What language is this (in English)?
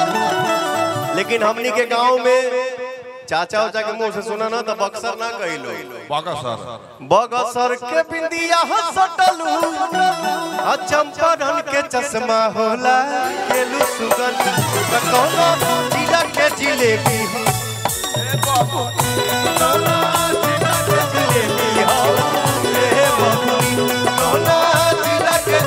Bhojpuri